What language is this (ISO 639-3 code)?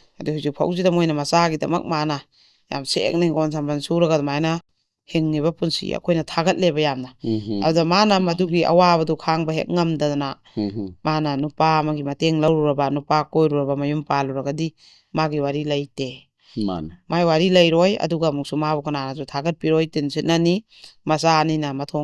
mni